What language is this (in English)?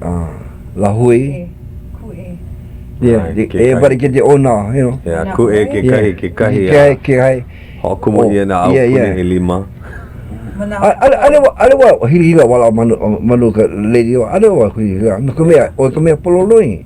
Hawaiian